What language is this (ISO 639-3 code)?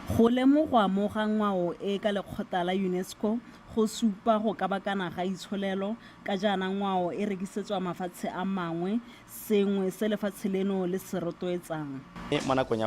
tsn